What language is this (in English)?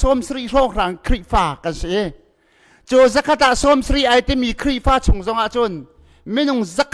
Hakha Chin